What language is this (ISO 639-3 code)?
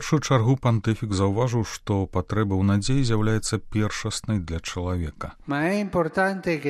bel